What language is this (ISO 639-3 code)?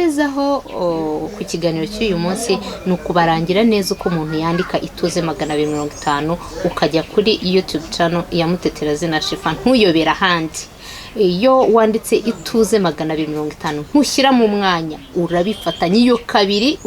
kin